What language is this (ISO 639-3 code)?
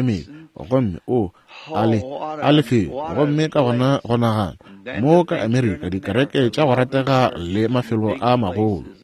nso